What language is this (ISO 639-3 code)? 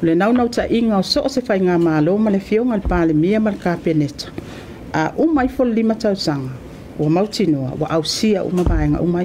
smo